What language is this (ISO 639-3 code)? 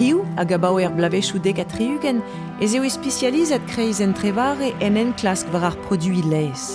bre